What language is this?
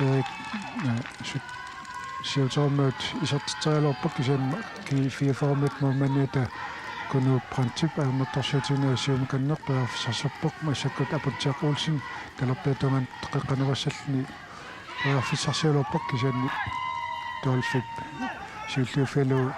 Kalaallisut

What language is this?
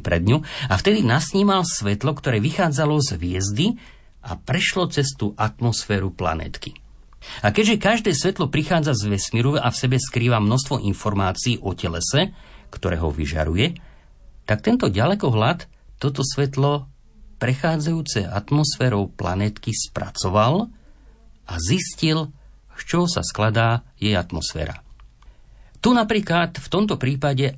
Slovak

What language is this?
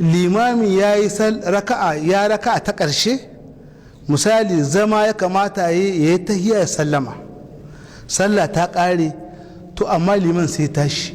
Hausa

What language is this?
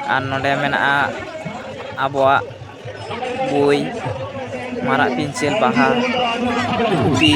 Santali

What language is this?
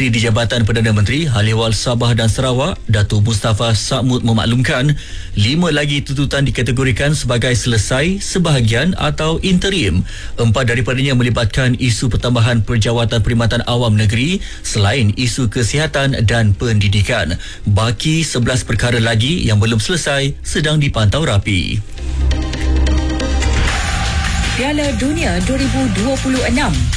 Malay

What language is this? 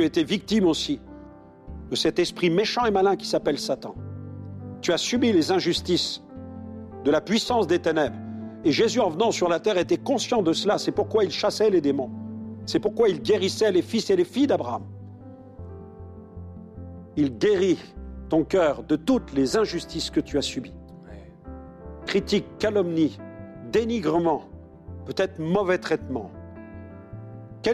French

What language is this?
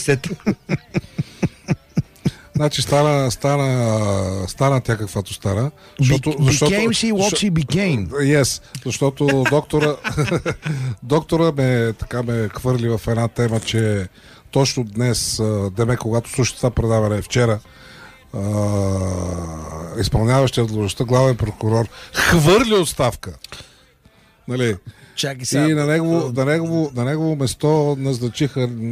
Bulgarian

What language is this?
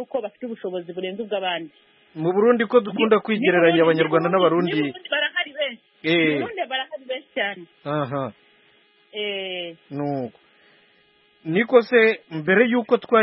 Kinyarwanda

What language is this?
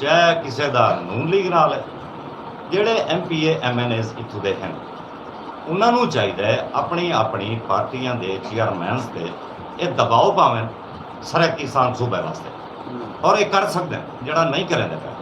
Saraiki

